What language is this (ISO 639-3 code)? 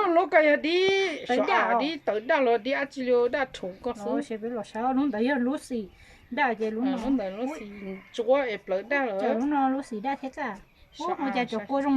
hmn